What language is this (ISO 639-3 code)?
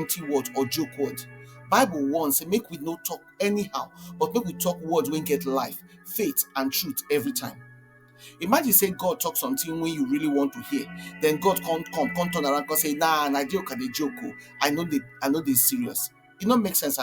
pcm